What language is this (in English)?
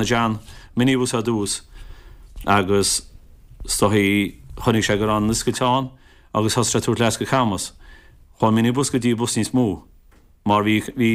Irish